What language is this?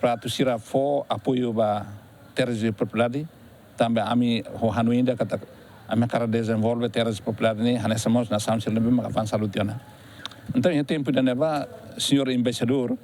Tetum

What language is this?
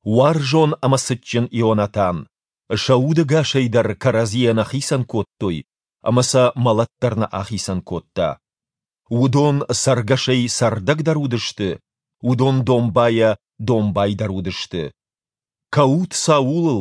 Ossetic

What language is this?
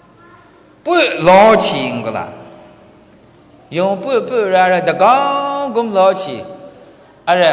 Maru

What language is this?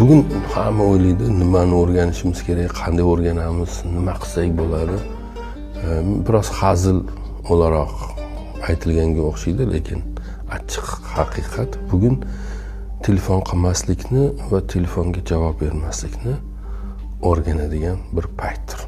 Uzbek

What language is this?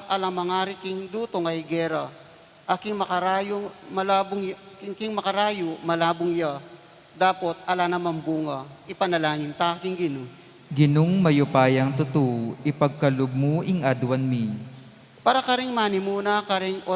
Pampanga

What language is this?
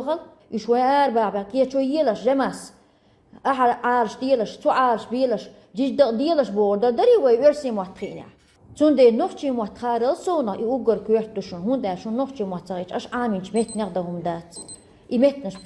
Chechen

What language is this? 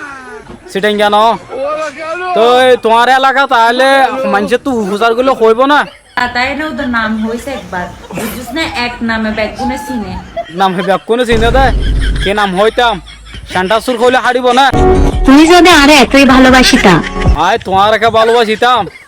Rohingya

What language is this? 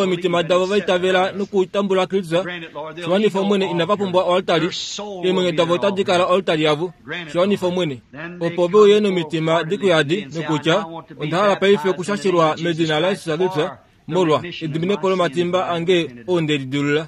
Kuanyama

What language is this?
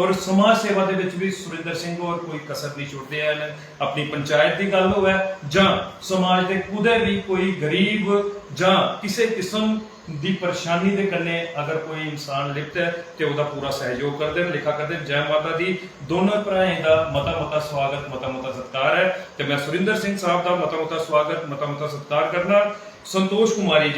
Dogri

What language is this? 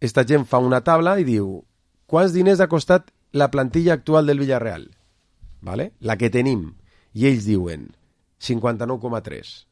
Catalan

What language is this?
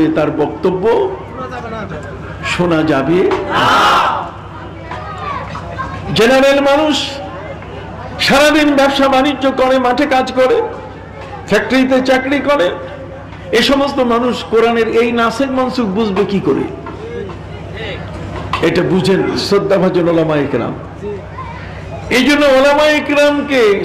Bangla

